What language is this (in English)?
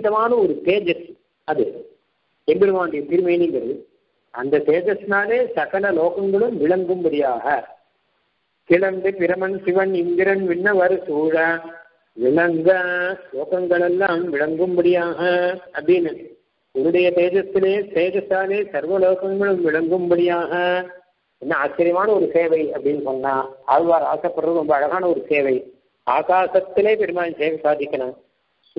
Tamil